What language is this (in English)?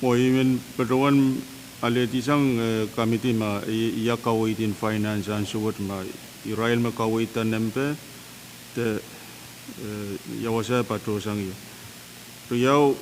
Pohnpeian